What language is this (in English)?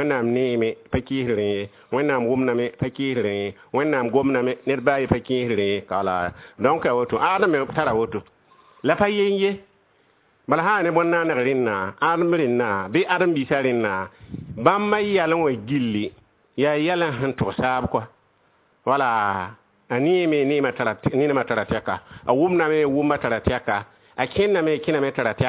Mossi